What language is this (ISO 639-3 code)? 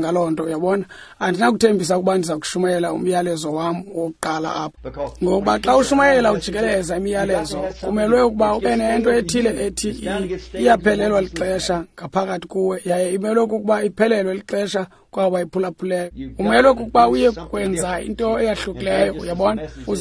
xho